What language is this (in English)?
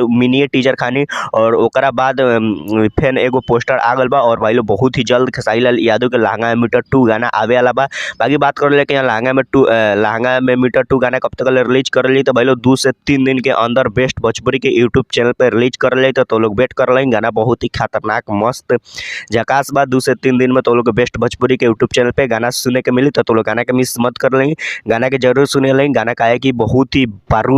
Bhojpuri